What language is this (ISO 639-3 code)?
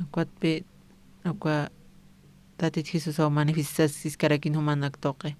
aym